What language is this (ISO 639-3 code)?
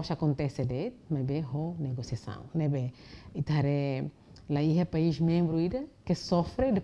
tet